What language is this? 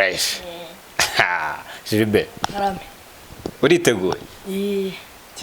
Kinyarwanda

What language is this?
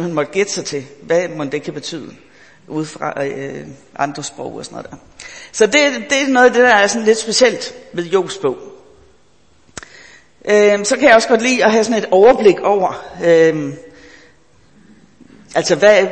Danish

